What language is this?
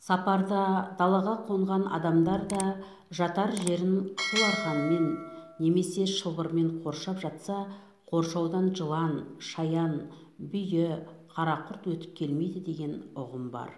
Kazakh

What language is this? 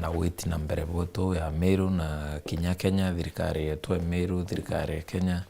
Meru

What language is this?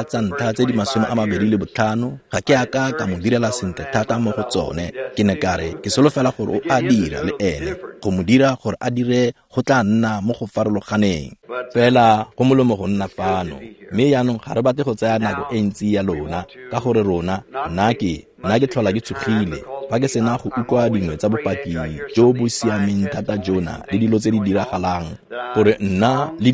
Tswana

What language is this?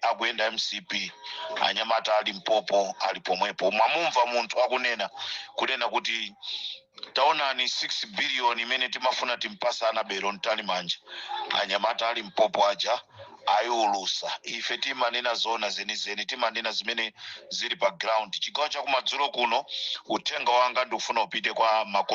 Nyanja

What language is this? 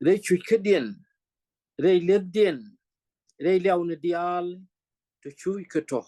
Nuer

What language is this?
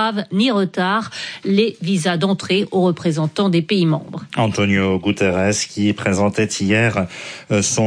French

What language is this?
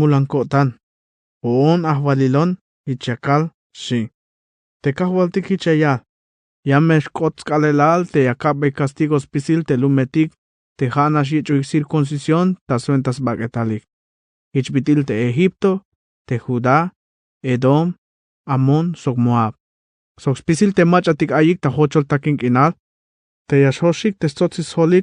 Tzeltal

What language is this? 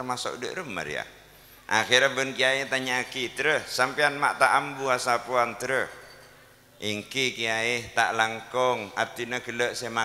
Madurese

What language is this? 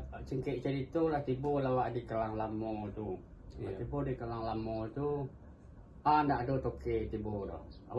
Minangkabau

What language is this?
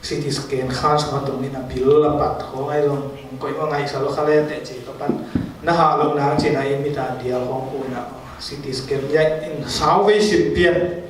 Tedim Chin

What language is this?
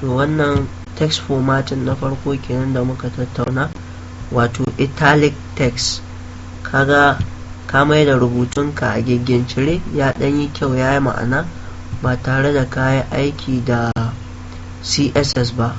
Hausa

